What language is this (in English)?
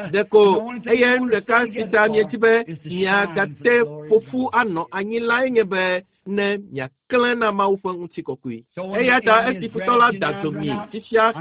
Ewe